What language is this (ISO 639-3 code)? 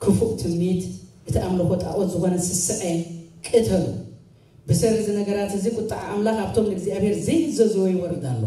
tir